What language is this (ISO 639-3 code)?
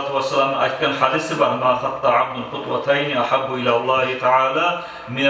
kum